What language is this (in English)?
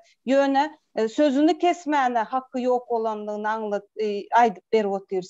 Turkmen